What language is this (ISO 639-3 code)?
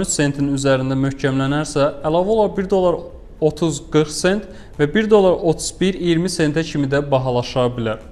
aze